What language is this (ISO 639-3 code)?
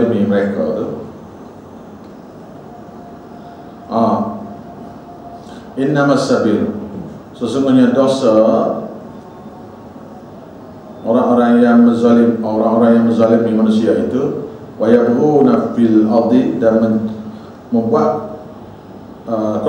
msa